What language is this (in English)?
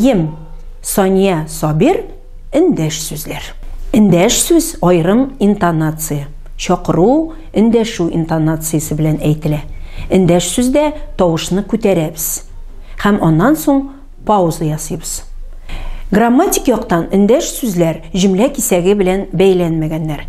Tatar